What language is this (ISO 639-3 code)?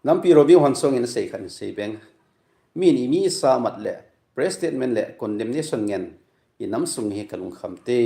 tcz